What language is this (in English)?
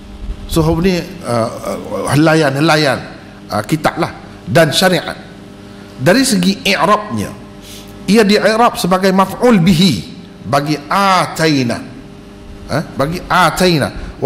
Malay